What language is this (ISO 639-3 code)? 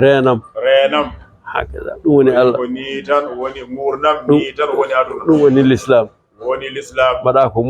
ful